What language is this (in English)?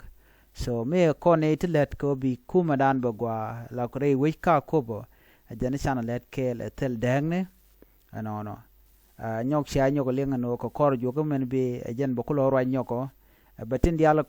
Nuer